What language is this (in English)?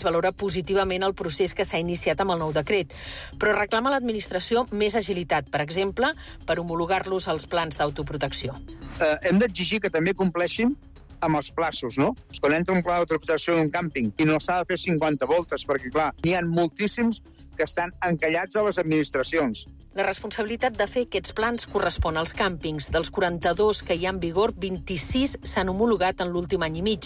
Catalan